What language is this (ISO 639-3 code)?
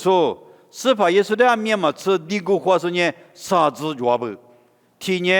lis